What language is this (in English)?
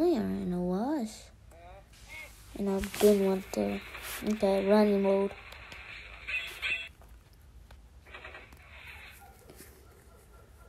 English